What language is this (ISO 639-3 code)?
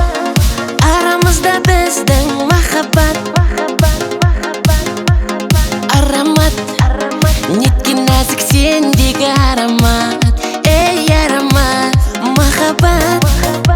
kaz